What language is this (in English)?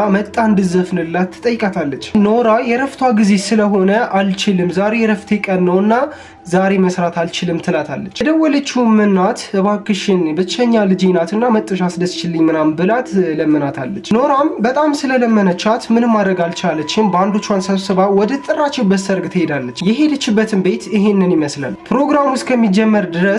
Amharic